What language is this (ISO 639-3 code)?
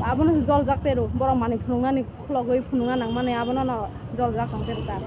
trp